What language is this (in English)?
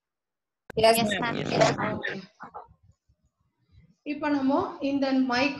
Tamil